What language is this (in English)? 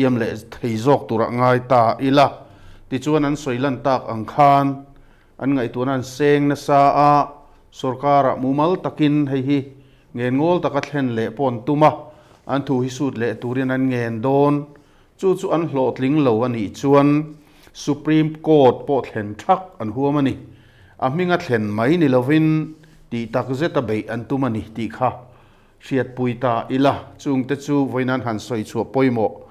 Mizo